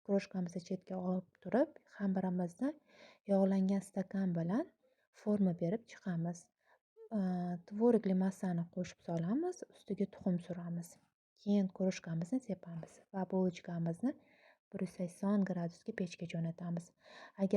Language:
Uzbek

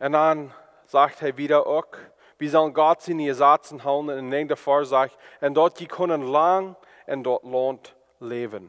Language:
Plautdietsch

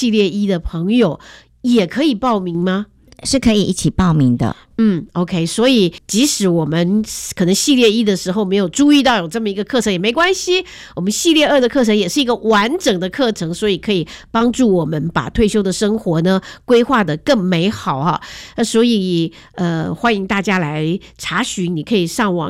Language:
Chinese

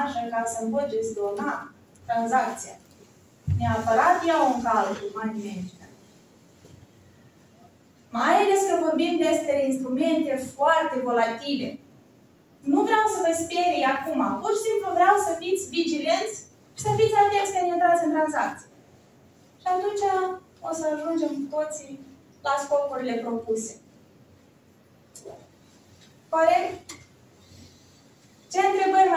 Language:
Romanian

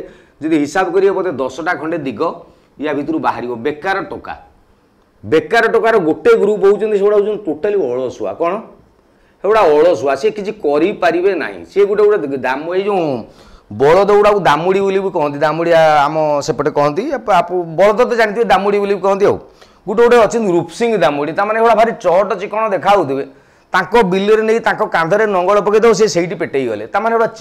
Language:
Odia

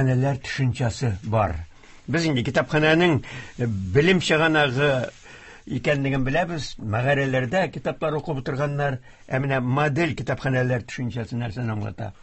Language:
Tatar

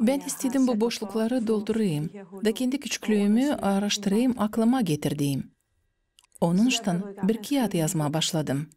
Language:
Gagauz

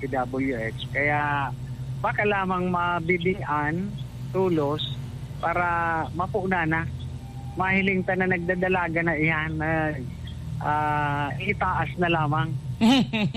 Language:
Bikol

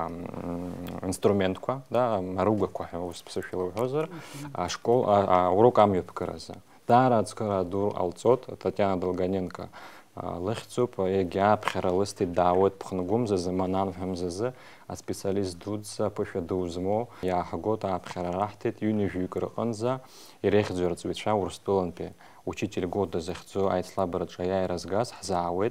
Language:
Abkhazian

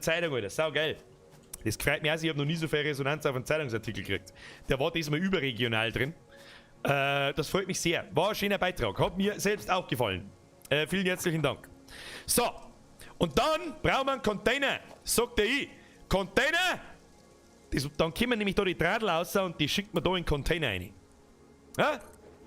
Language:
Bavarian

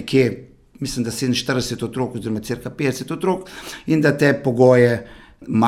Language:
Slovenian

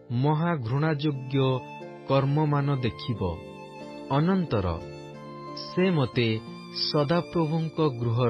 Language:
Odia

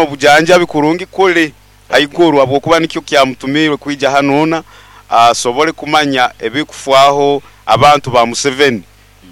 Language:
Nyoro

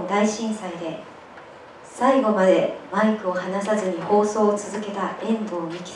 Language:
Japanese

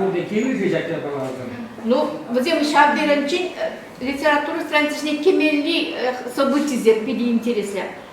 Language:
Chuvash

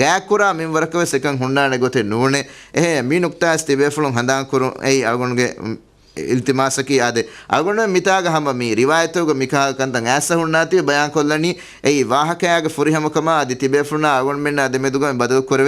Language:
Divehi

